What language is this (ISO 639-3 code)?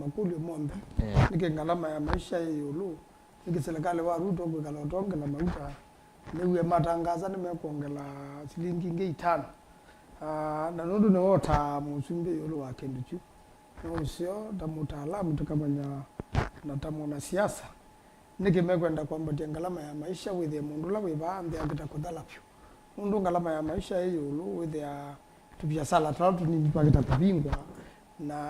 kam